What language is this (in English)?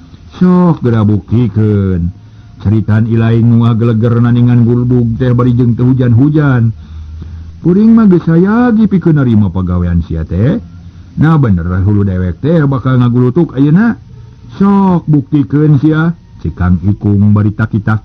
Sundanese